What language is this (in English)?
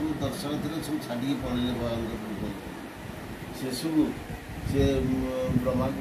Odia